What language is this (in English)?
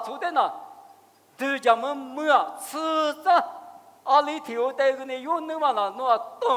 Lisu